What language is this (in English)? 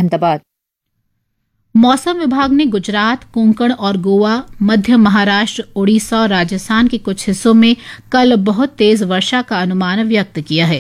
Hindi